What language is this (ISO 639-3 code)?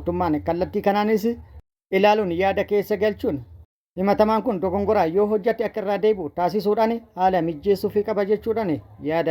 orm